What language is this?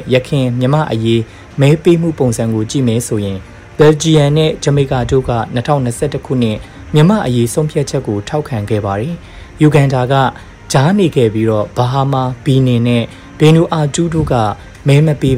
Burmese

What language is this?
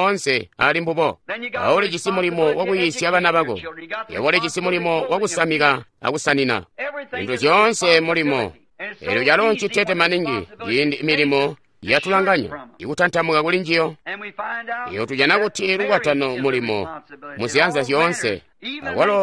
Tonga (Zambia)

